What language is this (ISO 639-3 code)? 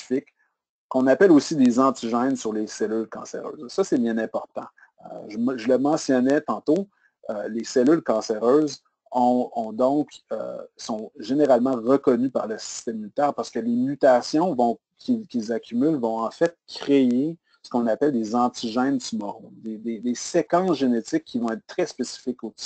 fra